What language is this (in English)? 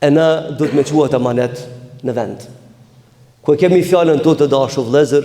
Albanian